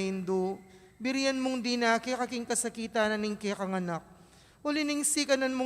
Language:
Pampanga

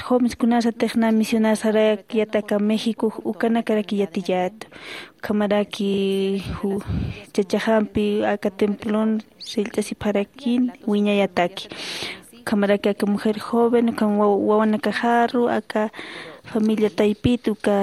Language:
Aymara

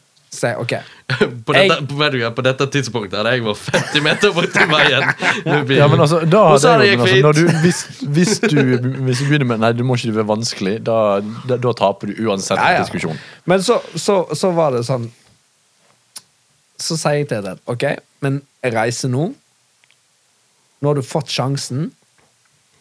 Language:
Norwegian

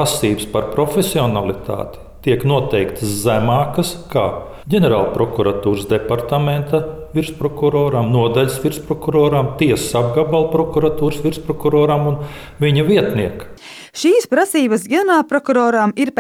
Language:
Latvian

